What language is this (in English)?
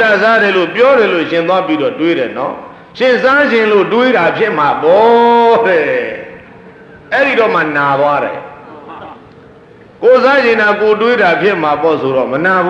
Burmese